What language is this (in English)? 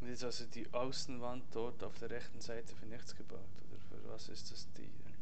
Swiss German